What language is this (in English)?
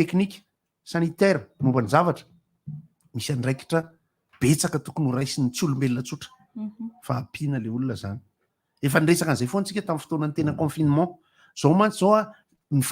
Malagasy